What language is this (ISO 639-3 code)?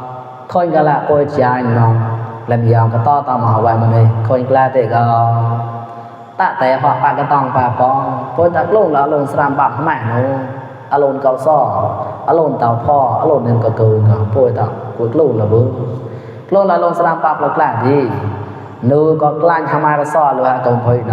mnw